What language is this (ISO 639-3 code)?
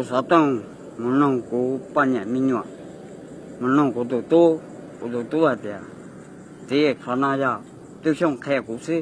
hmn